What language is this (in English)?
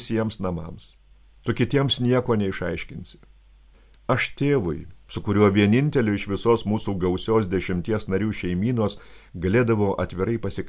Lithuanian